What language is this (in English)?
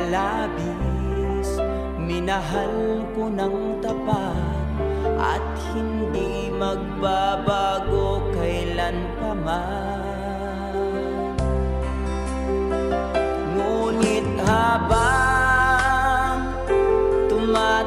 Filipino